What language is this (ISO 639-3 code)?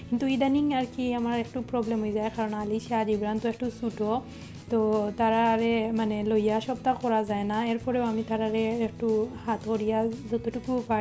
syl